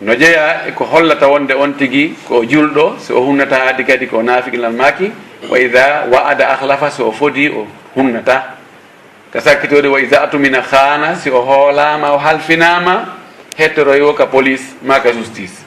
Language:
Fula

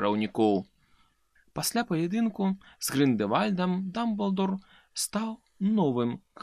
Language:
Belarusian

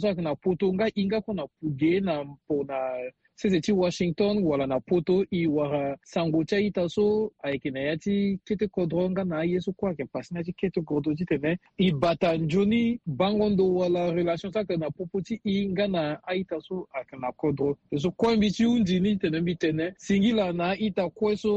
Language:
Sango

